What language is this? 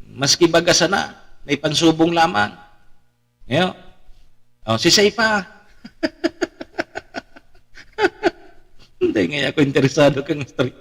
Bikol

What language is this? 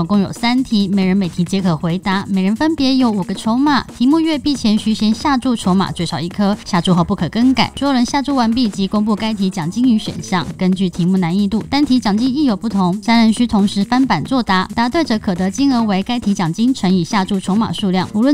Chinese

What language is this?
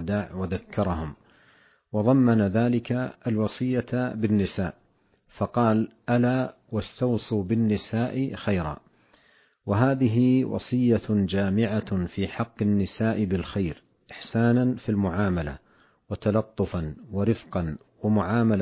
Arabic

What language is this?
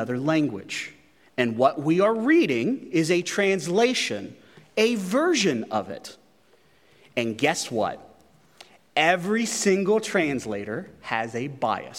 English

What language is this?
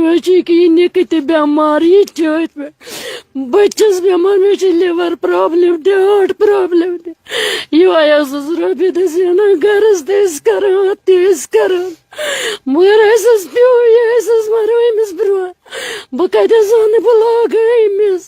Kashmiri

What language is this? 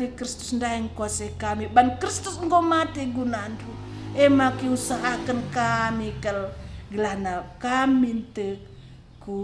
Batak Karo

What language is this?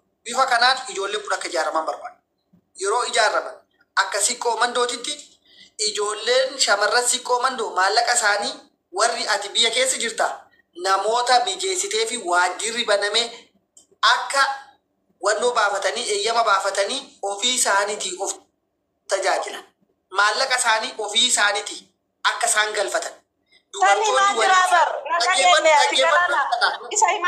Oromo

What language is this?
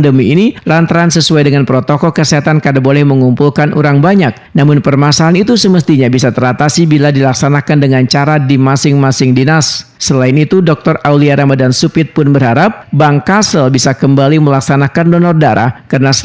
Banjar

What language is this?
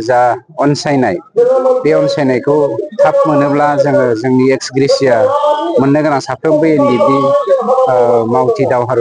Bodo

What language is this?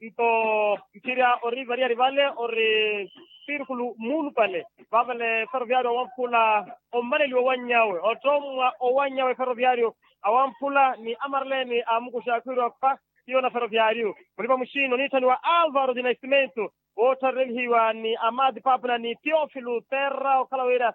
Makhuwa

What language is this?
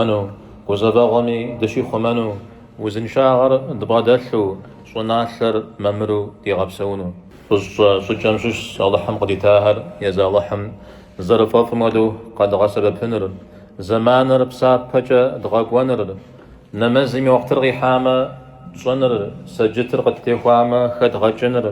Kabardian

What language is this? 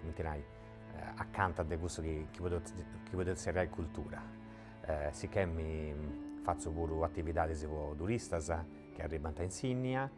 Sardinian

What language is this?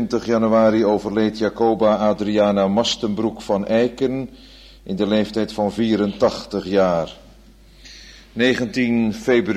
Dutch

